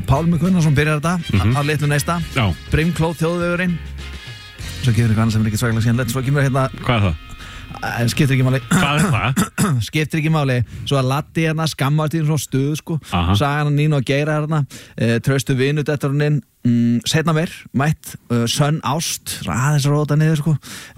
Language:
Icelandic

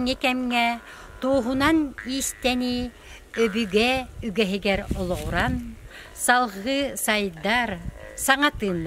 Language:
Yakut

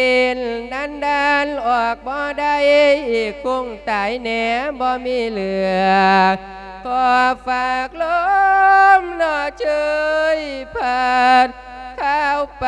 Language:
Lao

